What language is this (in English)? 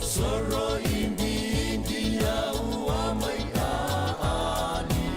Fijian